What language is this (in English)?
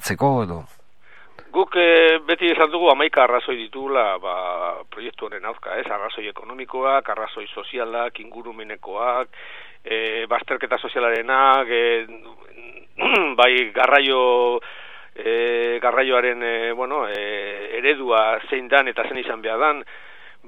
Basque